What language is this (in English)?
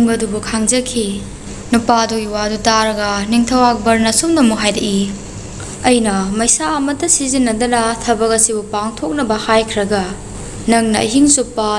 Manipuri